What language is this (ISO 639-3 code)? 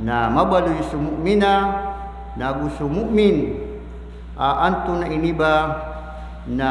mrw